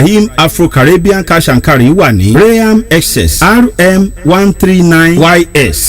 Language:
Yoruba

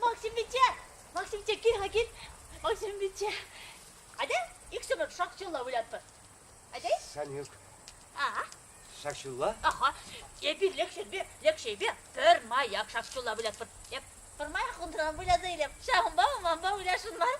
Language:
Chuvash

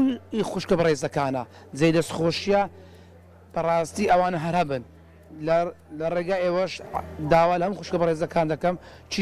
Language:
Central Kurdish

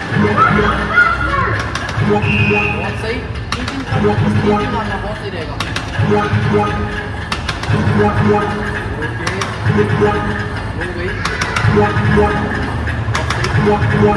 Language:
Hindi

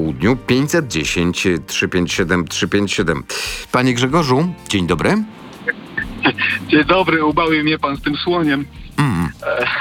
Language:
Polish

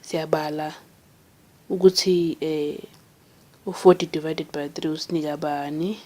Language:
Zulu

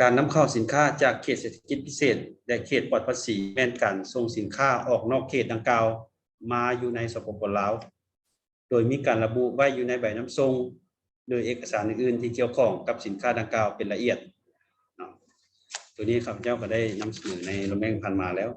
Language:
Lao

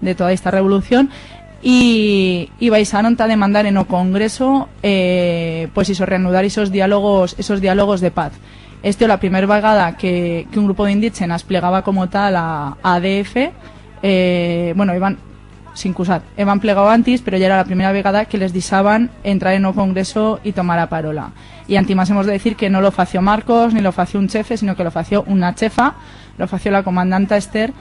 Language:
Aragonese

